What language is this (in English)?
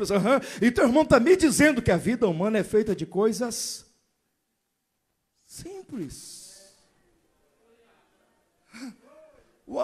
Portuguese